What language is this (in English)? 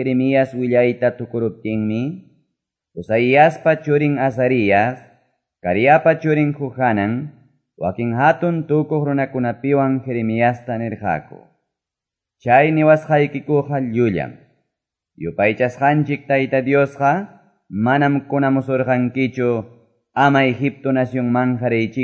Quechua